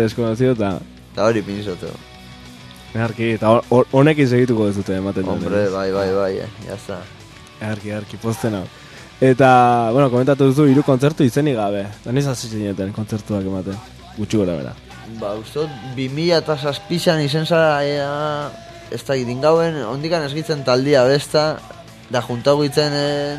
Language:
Basque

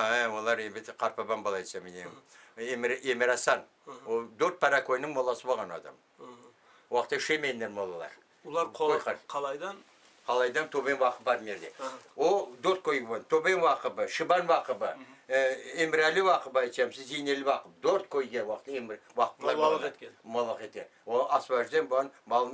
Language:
Crimean Tatar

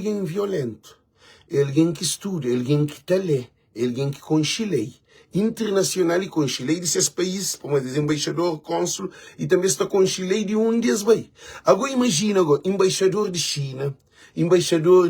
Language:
Kabuverdianu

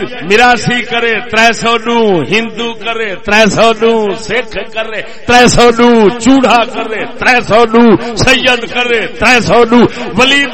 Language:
Saraiki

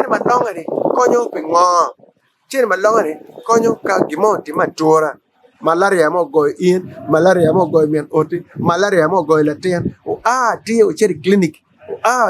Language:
Acoli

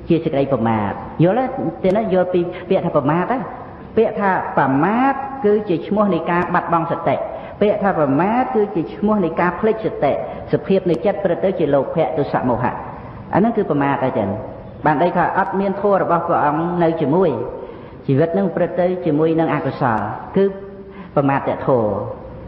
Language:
Khmer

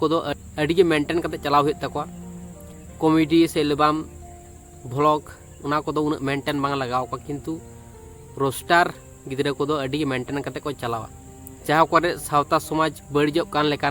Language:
Santali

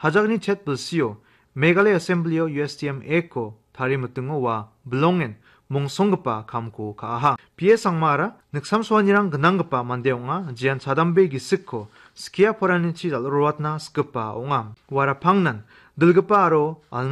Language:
Garo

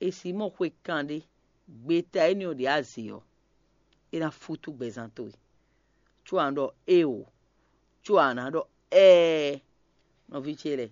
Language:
Fon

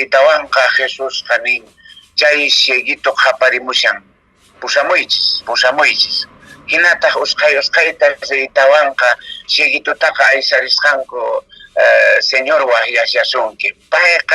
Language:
Quechua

